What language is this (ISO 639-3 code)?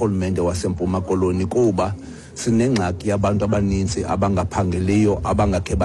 xho